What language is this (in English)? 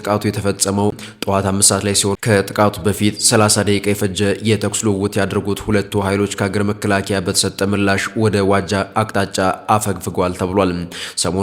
Amharic